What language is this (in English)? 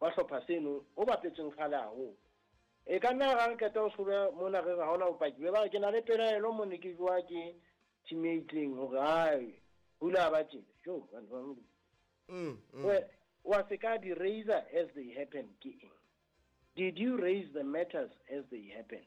Southern Sotho